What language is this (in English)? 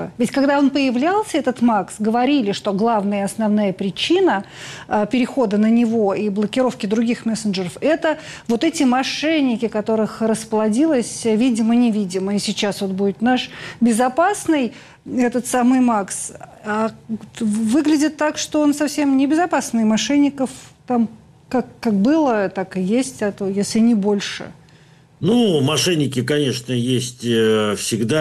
Russian